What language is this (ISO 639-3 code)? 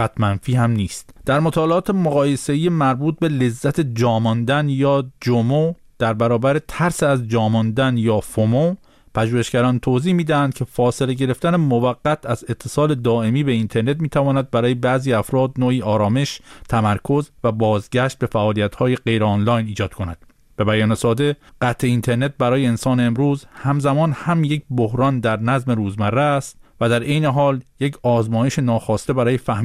fas